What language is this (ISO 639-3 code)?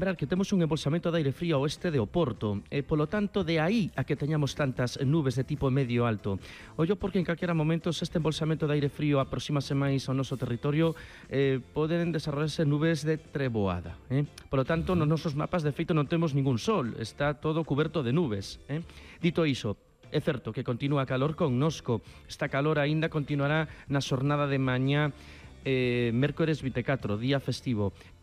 glg